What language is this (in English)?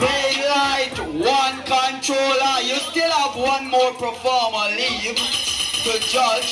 Jamaican Creole English